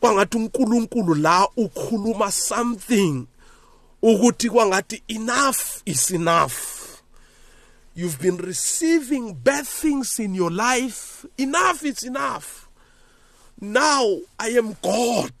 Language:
South Ndebele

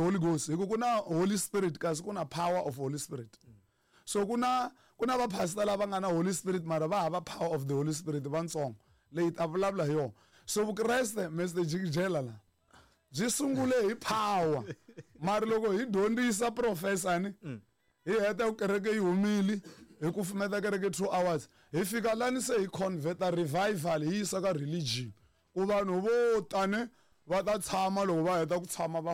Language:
Tsonga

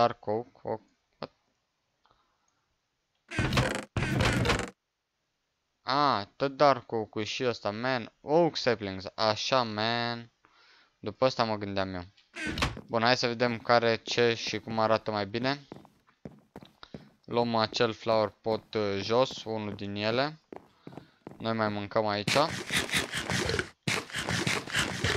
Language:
Romanian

